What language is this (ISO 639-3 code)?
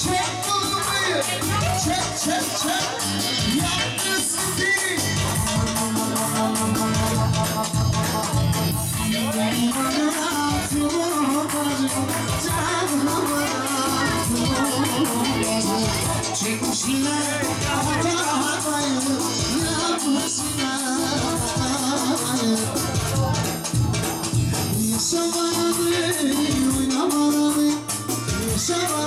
tur